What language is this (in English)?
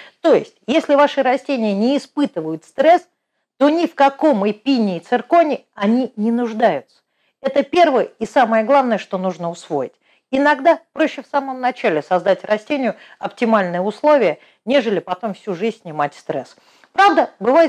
Russian